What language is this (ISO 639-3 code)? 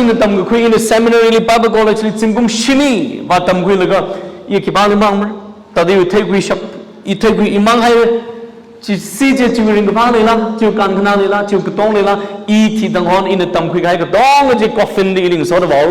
nmf